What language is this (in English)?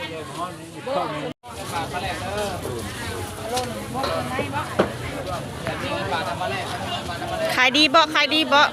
Lao